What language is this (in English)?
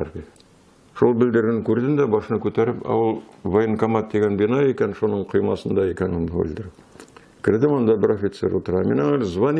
Tatar